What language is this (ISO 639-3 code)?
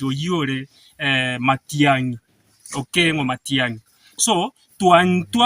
guz